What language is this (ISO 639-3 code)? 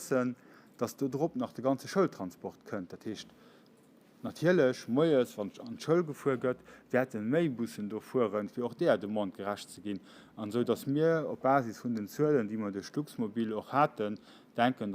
ltz